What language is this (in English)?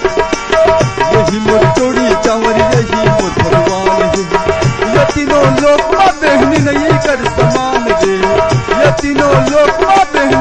Chhattisgarhi